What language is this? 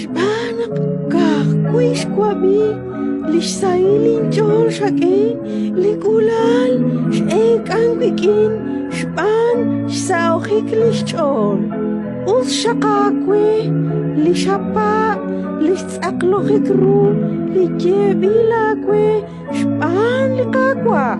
Kekchí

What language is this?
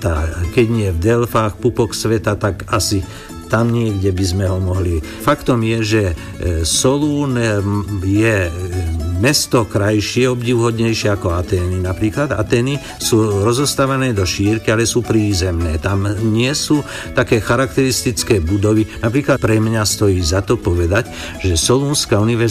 Slovak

